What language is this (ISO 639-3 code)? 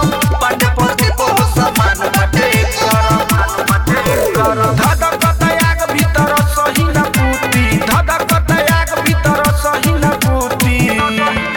bho